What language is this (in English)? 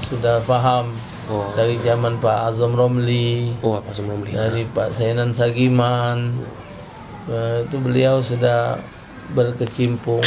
Musi